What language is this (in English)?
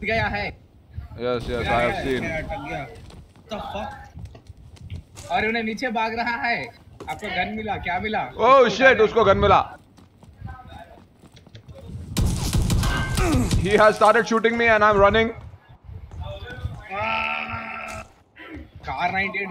Hindi